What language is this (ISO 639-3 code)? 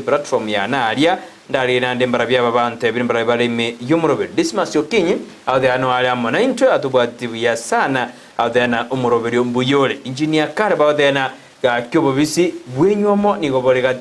guz